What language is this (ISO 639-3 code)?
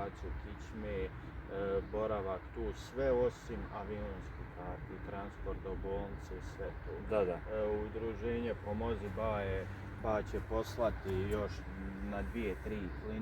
bos